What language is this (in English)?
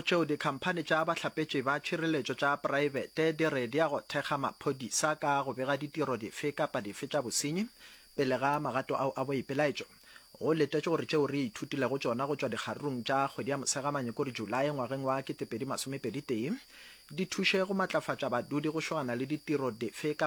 Northern Sotho